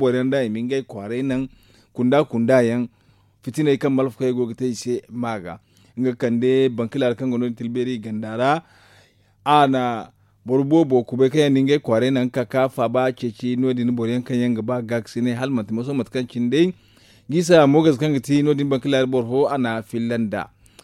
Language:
Zarma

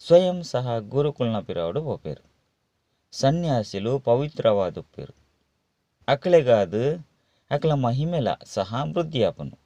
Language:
Tulu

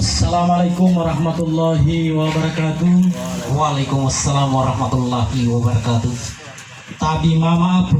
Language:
Gorontalo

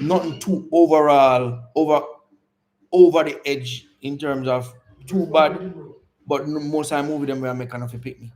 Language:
Jamaican Creole English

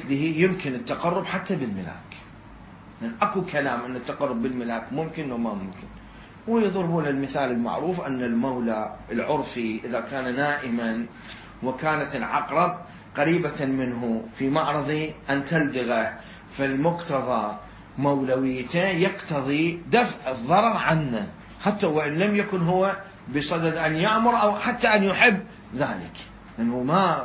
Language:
Mesopotamian Arabic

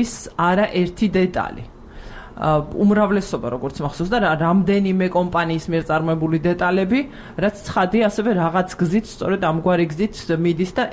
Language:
Georgian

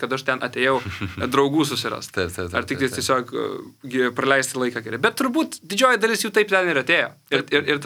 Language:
Lithuanian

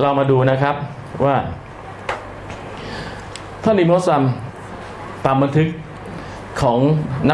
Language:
Thai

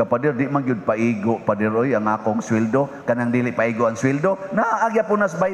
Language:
Cebuano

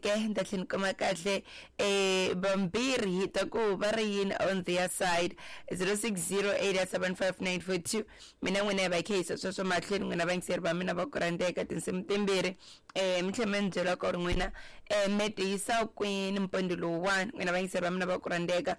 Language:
Tsonga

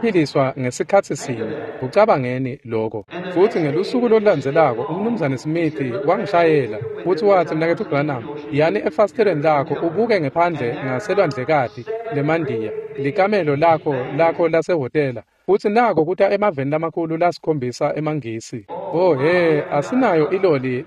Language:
Swati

